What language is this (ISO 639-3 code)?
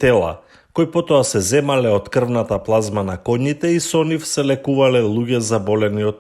mkd